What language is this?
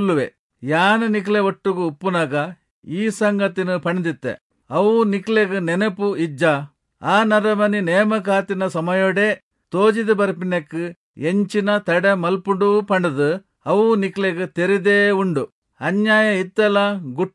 Tulu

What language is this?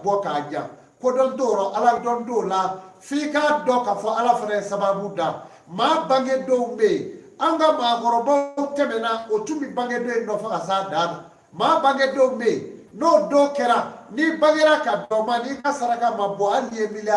Bambara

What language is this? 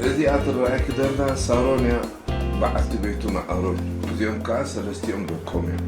Tigrinya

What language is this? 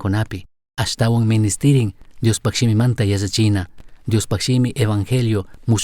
Chimborazo Highland Quichua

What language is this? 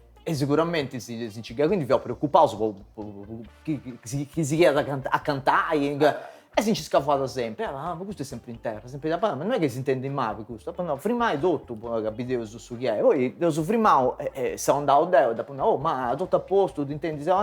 Sardinian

